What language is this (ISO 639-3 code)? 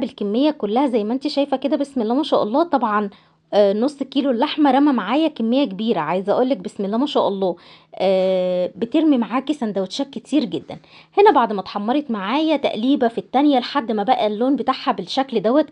arz